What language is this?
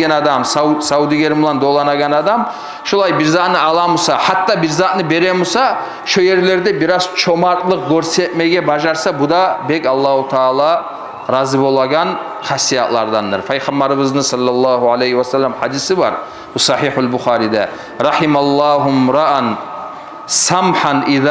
Kumyk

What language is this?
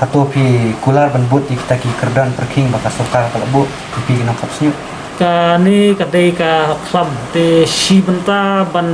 Khasi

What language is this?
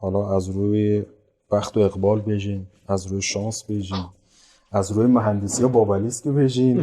Kurdish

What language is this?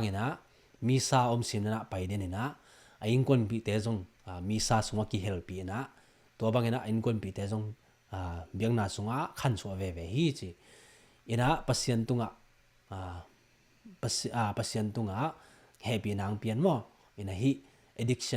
Tedim Chin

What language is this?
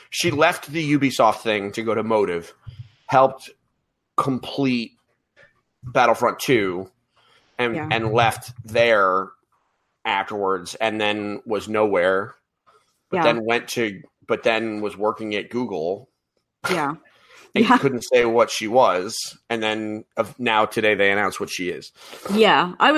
English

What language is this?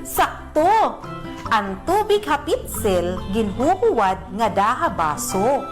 Waray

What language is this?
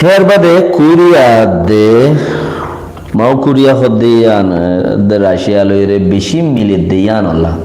Rohingya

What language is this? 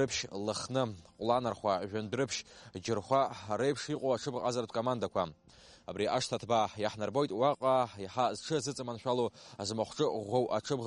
Abkhazian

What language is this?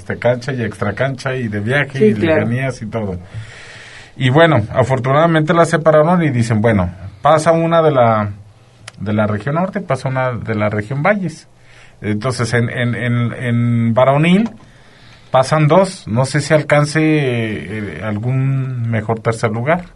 Spanish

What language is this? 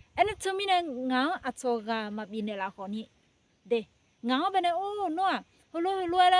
Akha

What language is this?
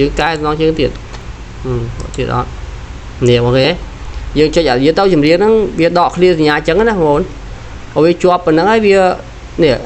Khmer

